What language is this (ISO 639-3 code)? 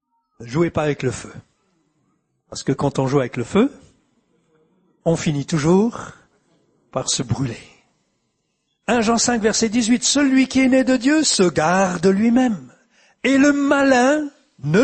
fra